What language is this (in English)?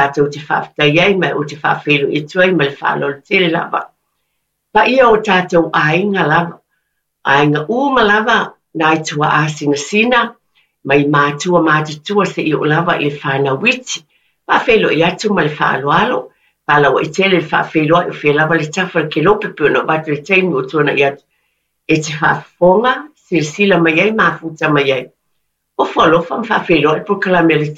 Samoan